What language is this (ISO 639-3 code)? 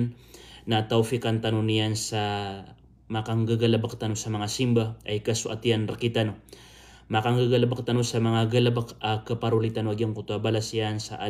mrw